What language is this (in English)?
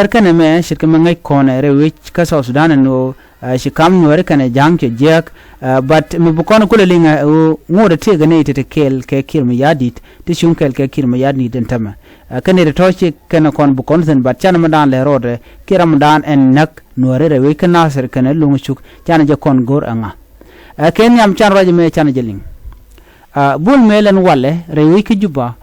Nuer